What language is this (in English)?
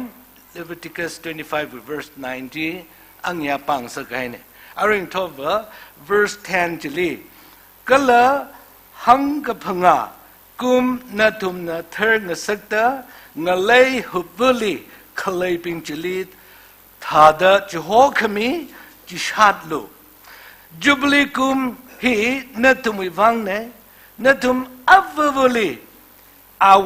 Tangkhul Naga (India)